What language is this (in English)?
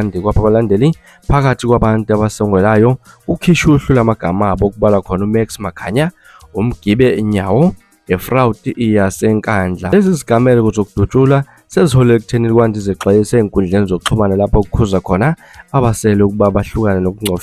Zulu